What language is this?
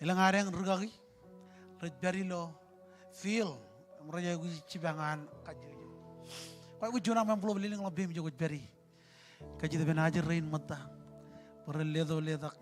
Marshallese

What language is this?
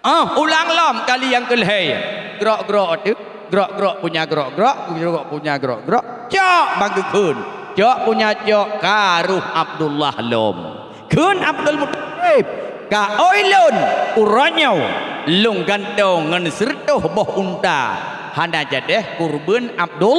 Achinese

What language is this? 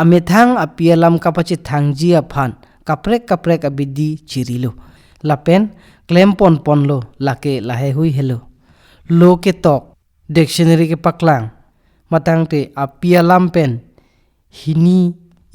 Karbi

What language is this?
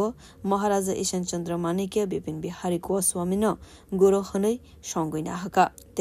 Kok Borok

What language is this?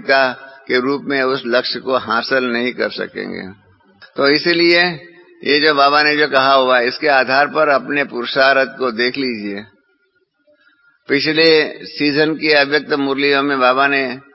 Hindi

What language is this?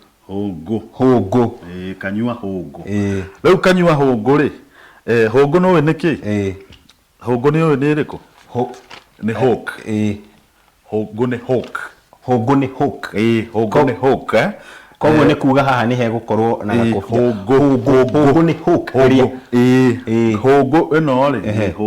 Kikuyu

